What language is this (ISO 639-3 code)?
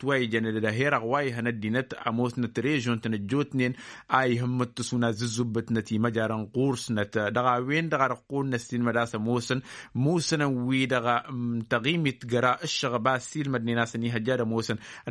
taq